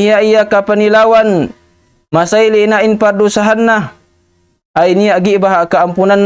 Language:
Tausug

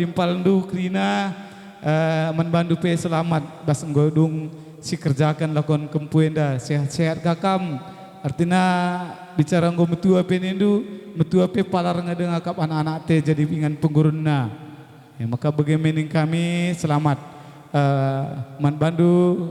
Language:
Batak Karo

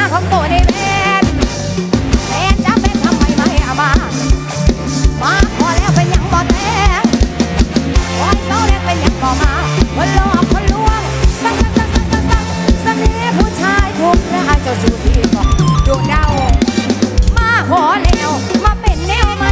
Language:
Thai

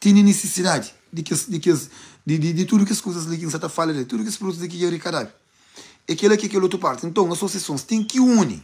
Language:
Kabuverdianu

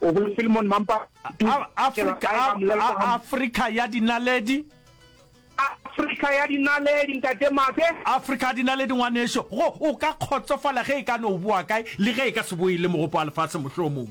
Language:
Northern Sotho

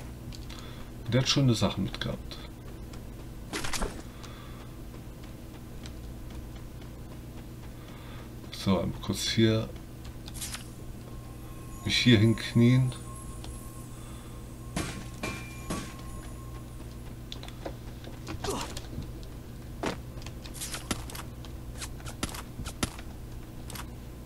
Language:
German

